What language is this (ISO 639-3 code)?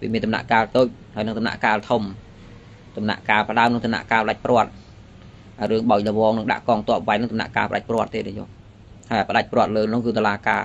khm